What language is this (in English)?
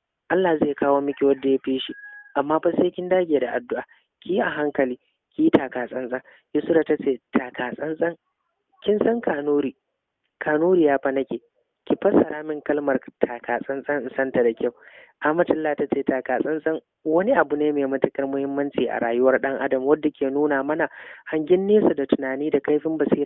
Hausa